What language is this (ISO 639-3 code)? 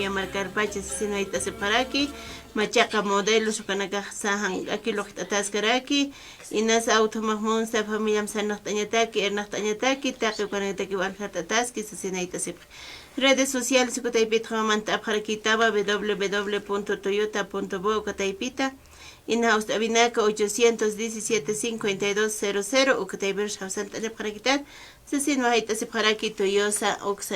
aym